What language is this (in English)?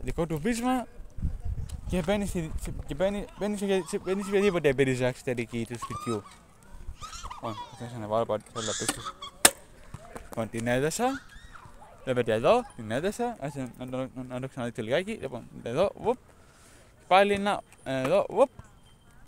Greek